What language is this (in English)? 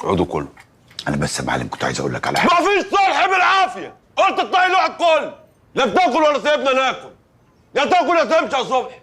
Egyptian Arabic